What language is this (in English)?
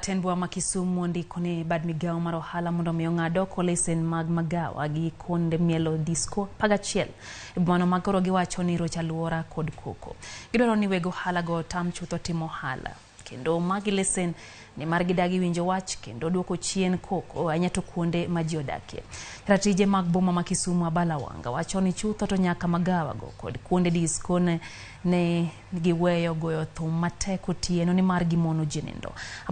Luo (Kenya and Tanzania)